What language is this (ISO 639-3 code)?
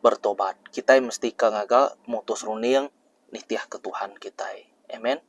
iba